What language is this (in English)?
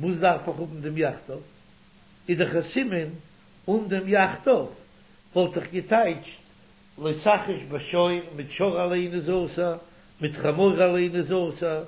Yiddish